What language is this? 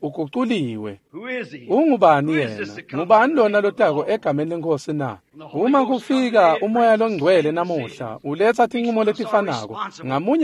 Swati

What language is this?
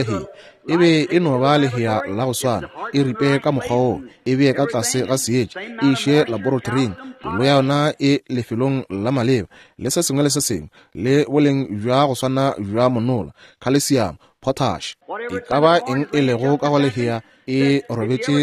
Northern Sotho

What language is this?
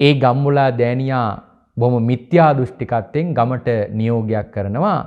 Sinhala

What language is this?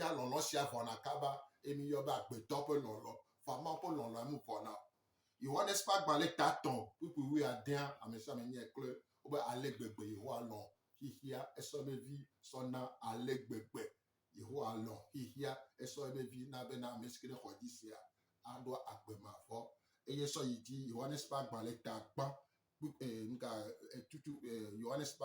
Gen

